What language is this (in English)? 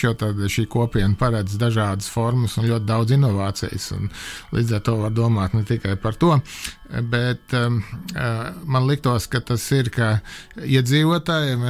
Latvian